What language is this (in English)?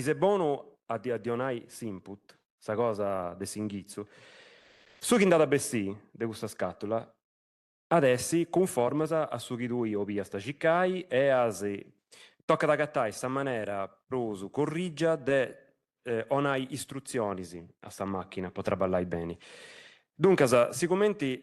Sardinian